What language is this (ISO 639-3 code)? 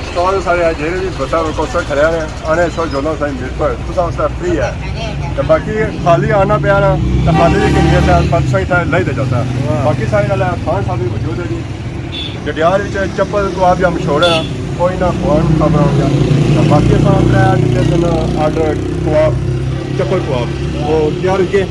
phr